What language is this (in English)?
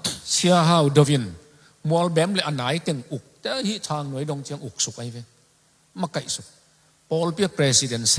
Tedim Chin